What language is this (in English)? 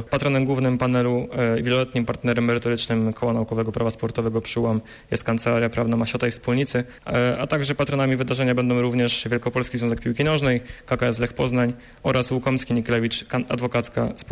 Polish